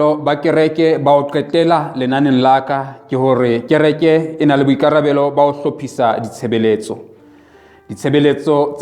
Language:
Southern Sotho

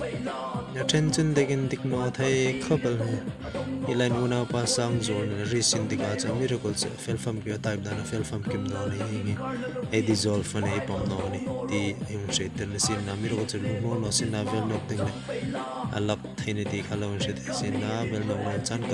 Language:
Hmar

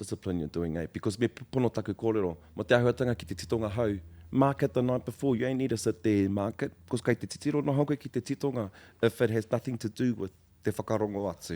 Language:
Māori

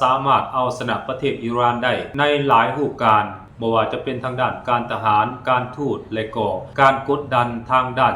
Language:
Lao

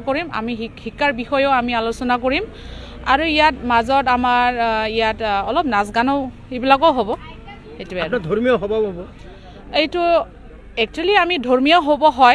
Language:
Assamese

